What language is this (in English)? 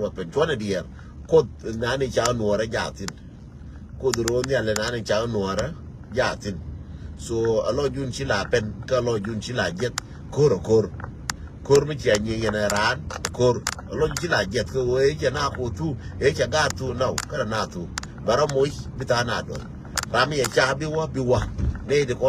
Nuer